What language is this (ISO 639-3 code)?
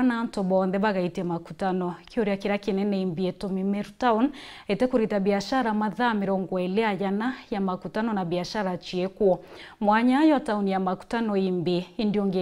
mer